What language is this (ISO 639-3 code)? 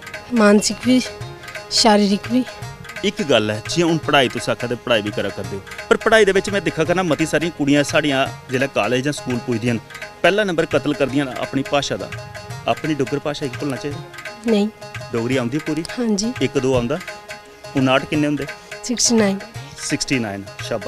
doi